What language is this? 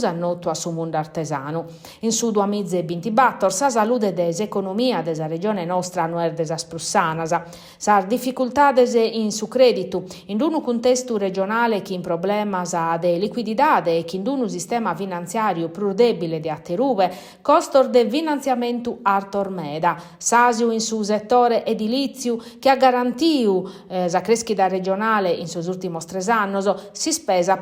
Sardinian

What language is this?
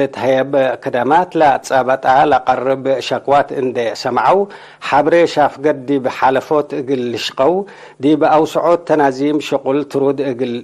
Tigre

